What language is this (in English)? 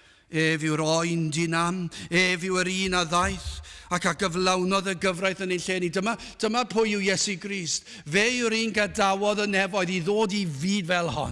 Welsh